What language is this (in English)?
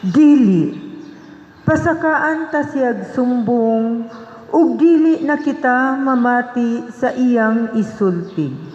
Cebuano